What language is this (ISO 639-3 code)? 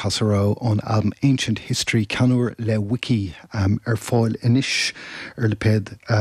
gle